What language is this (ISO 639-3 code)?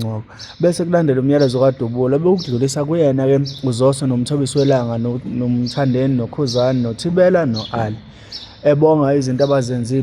zul